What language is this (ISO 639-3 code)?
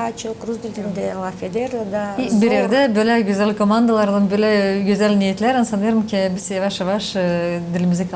gag